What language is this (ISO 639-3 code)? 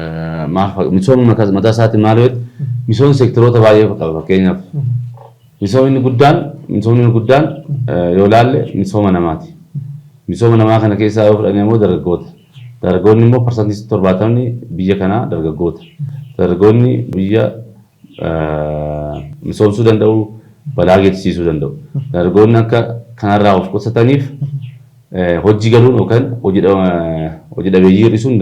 orm